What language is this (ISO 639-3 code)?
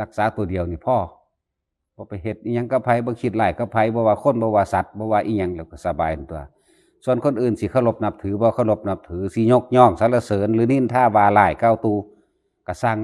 tts